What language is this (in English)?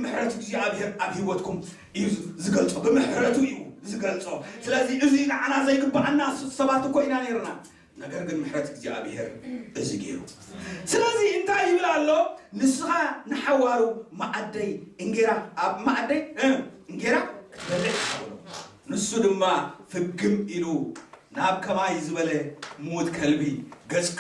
Tigrinya